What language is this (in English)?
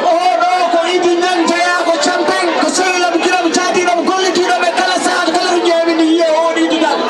Fula